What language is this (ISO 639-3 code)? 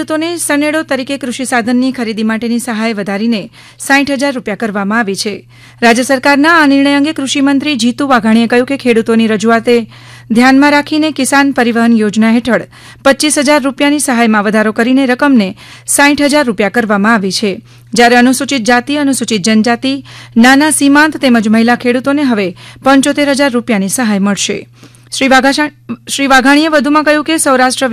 guj